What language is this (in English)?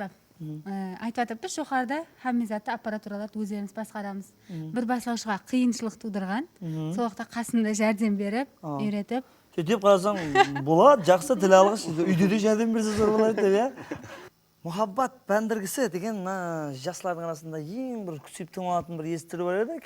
Kara-Kalpak